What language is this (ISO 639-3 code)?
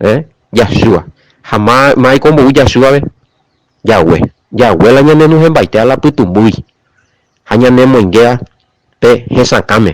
grn